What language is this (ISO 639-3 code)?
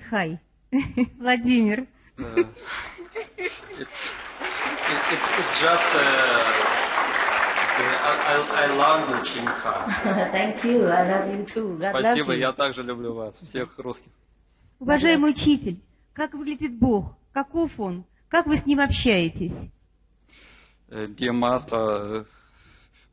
rus